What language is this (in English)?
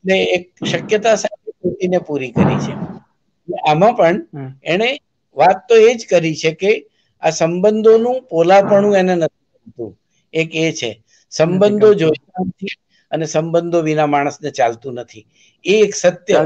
Gujarati